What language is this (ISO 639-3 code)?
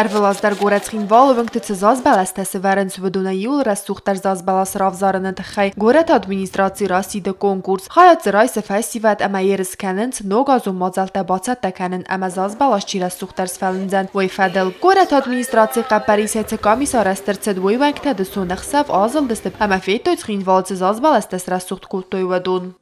oss